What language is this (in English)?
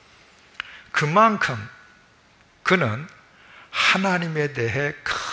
Korean